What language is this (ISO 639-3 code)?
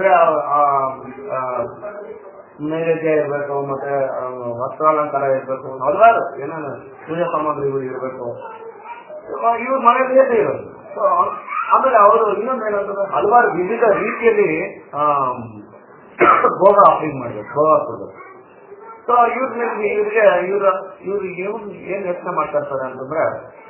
kan